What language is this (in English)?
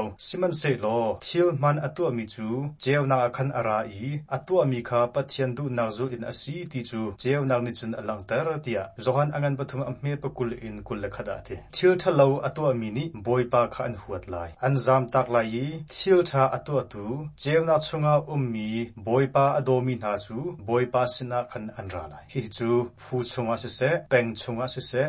Hakha Chin